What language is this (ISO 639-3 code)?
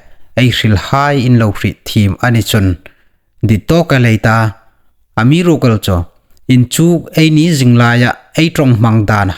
hmr